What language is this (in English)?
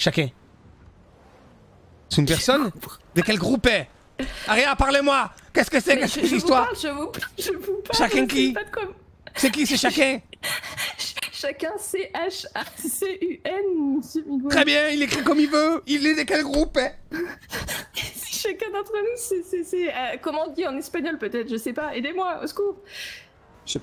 French